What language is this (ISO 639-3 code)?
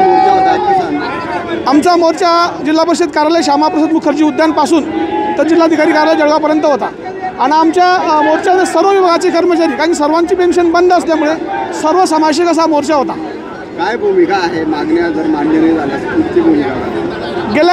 mar